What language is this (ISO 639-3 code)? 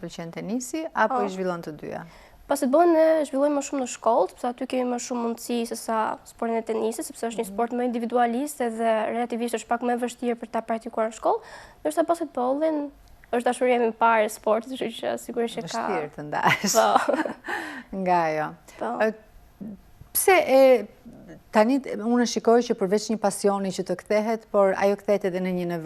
sqi